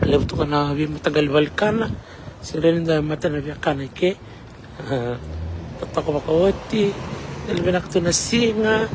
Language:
Fijian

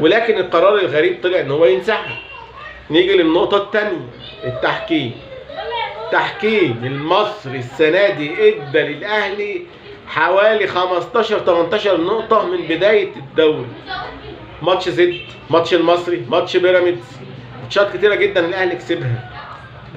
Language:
Egyptian Arabic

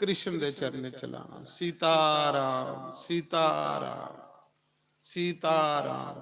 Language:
Dogri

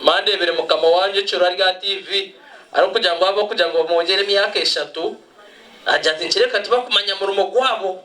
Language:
Nyankole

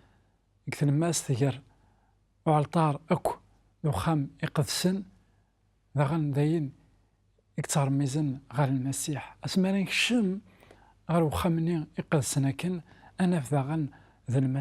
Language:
Kabyle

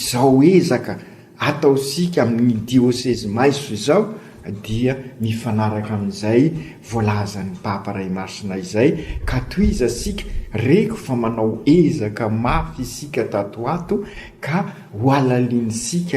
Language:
Malagasy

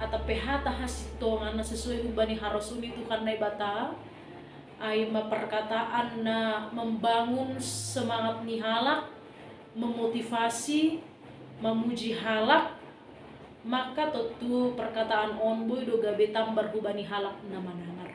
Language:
Batak Simalungun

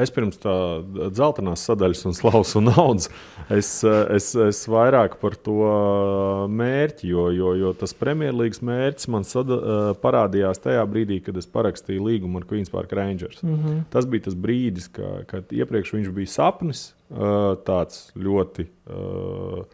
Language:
Latvian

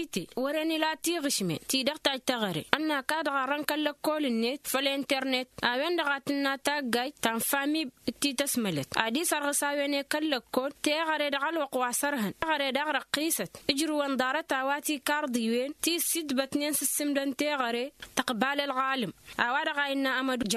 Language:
Tamasheq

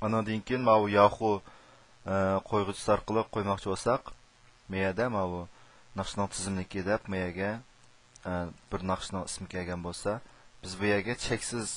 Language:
Uyghur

